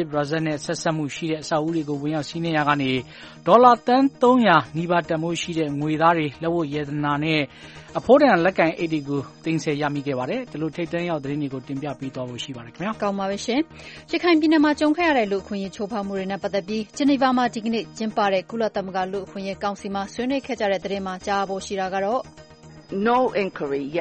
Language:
Burmese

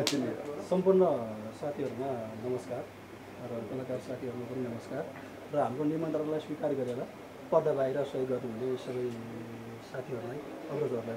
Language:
Nepali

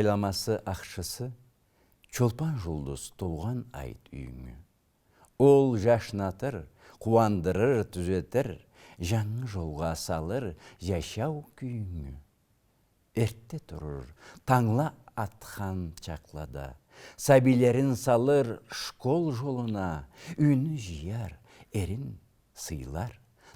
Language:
Karachay-Balkar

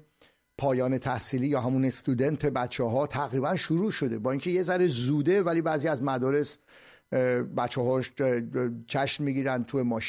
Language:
Persian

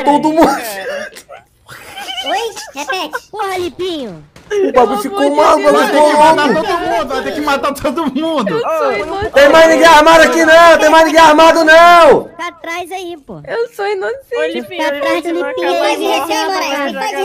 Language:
Portuguese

